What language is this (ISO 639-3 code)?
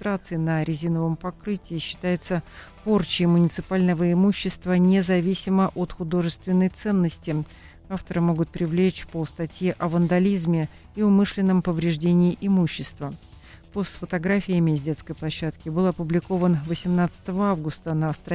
rus